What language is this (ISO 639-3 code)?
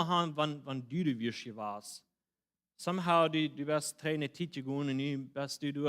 pdt